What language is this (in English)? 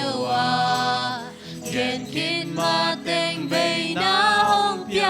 Tedim Chin